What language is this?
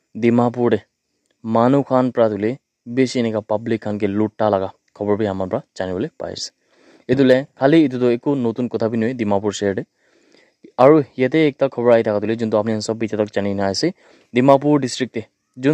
Naga Pidgin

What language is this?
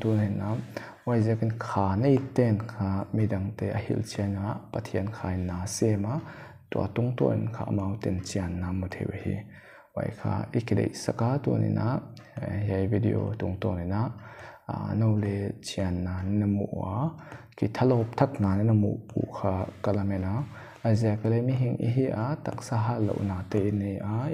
Paite Chin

